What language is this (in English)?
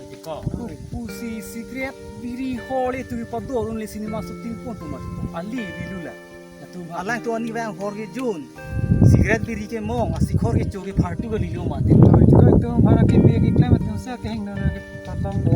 Karbi